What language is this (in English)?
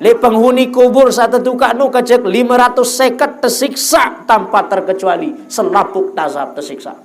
Sasak